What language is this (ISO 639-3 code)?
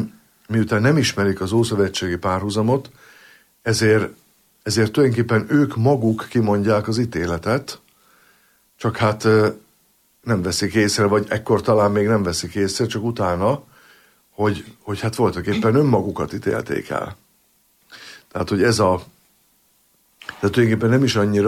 hun